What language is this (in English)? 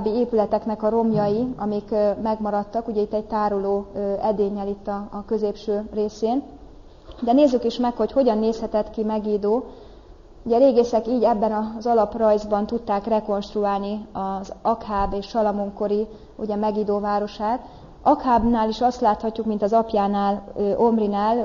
Hungarian